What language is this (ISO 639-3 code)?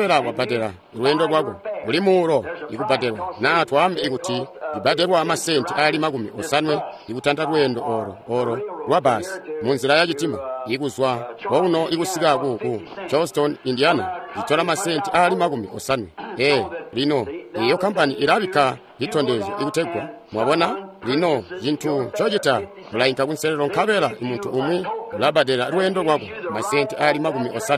toi